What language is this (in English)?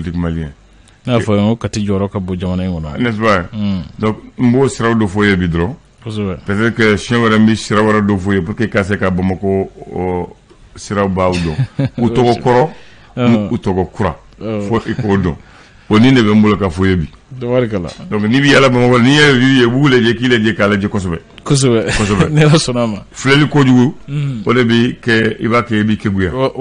Bambara